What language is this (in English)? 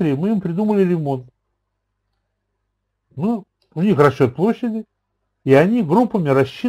Russian